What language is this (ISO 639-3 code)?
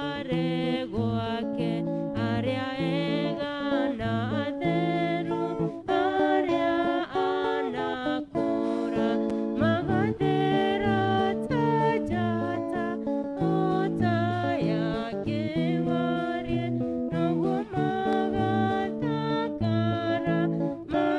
kik